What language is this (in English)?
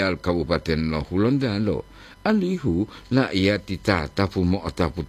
Gorontalo